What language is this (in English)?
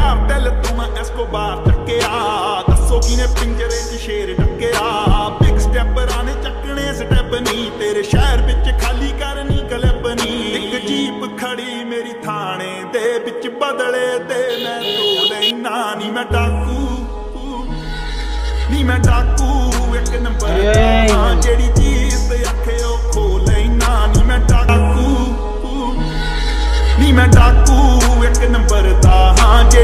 Punjabi